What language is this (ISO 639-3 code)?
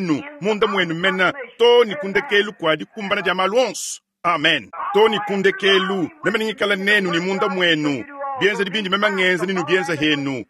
lua